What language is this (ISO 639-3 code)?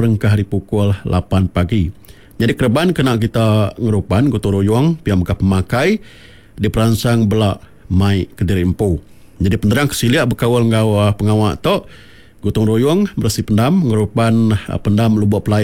iba